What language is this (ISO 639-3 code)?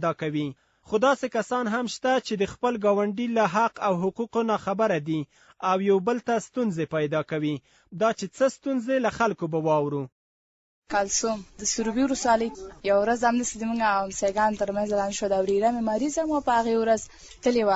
pus